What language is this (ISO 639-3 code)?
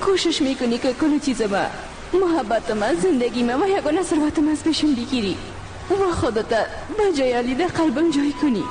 fas